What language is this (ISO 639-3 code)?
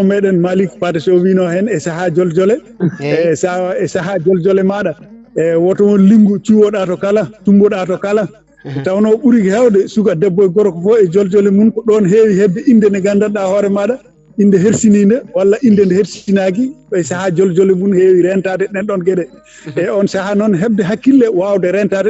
ful